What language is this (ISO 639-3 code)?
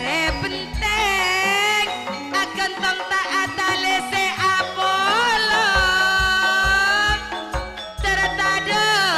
mad